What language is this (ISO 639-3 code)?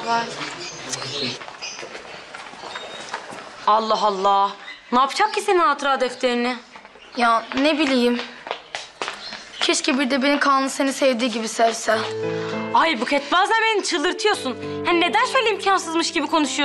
tur